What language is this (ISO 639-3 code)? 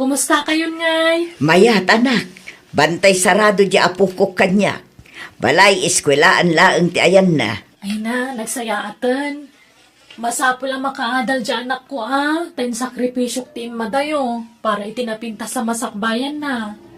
ilo